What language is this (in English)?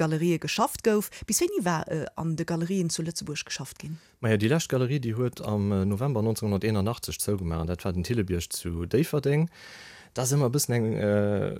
Luxembourgish